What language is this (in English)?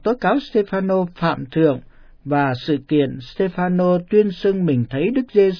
Vietnamese